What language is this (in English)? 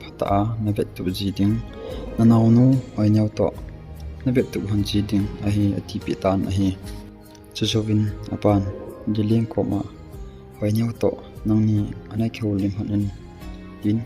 Thado Chin